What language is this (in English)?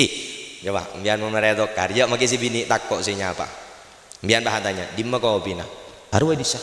Madurese